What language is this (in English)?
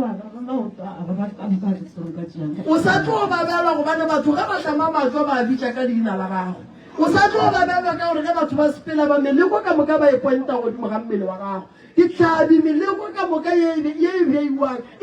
Northern Sotho